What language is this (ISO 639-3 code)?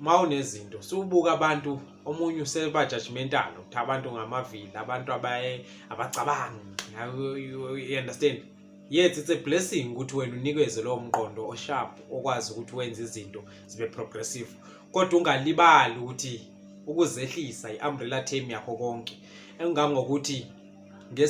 zul